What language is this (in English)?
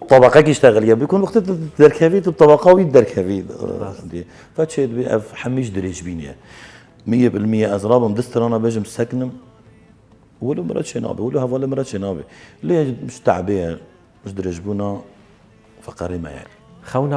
Kurdish